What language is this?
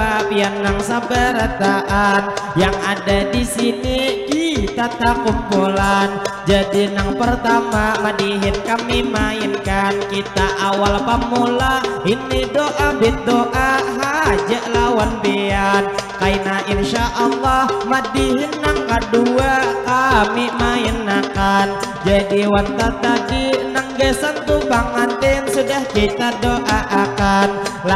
Banjar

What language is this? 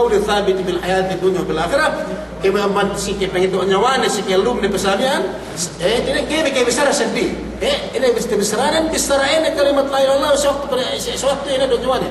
Yakan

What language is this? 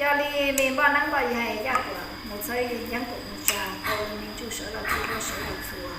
Hmong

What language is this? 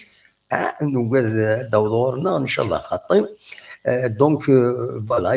Kabyle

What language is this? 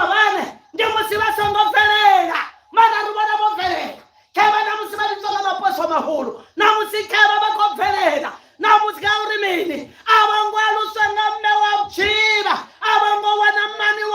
Venda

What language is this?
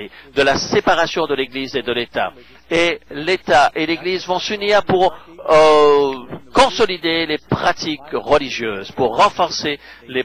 French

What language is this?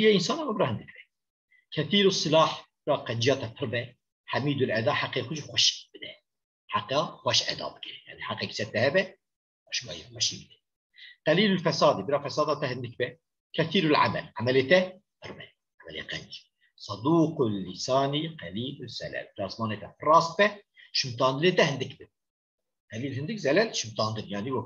Kurdish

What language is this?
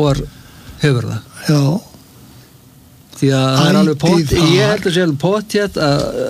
Icelandic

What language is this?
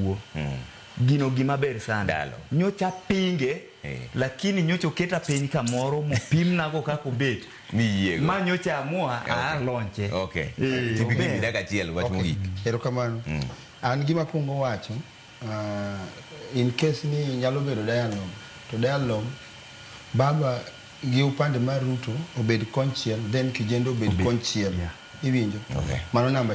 Luo (Kenya and Tanzania)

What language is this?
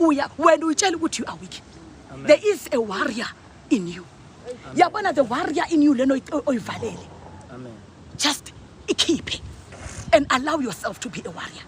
Zulu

